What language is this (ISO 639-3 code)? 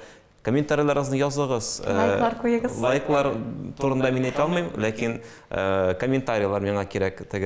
tat